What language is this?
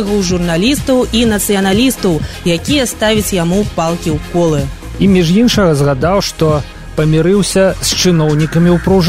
Belarusian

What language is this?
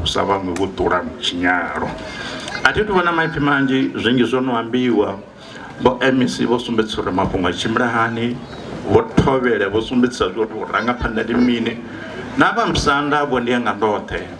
Venda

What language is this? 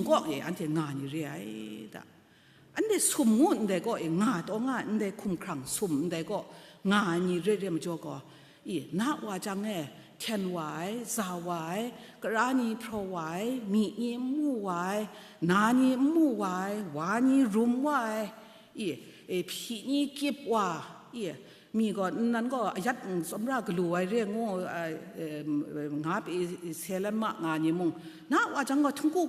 Kachin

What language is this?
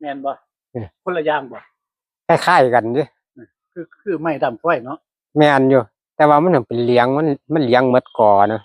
Northeastern Thai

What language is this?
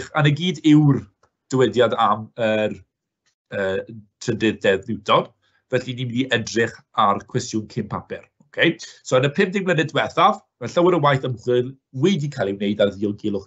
Welsh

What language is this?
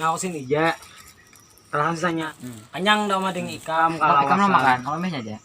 Banjar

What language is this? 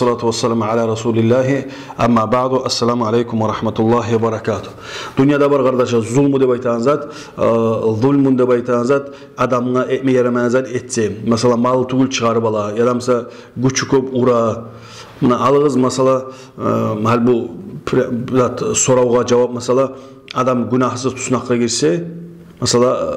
Kumyk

